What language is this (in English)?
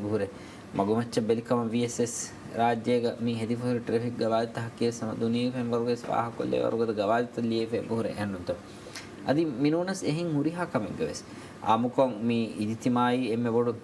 Divehi